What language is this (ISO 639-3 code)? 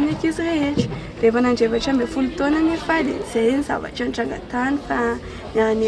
mlg